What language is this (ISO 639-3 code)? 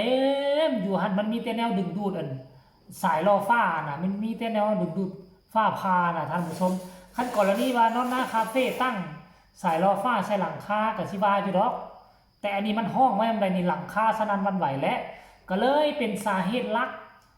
tts